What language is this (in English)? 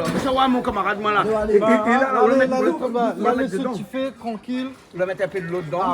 Réunion Creole French